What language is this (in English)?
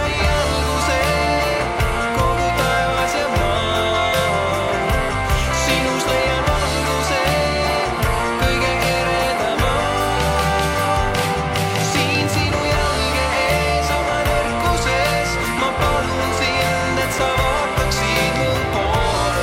Estonian